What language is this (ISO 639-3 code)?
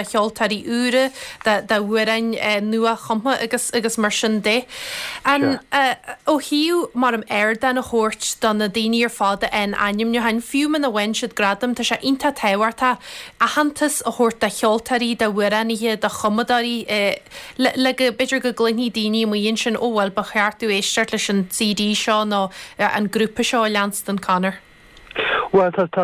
gle